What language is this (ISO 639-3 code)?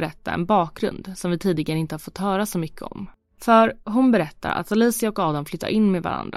swe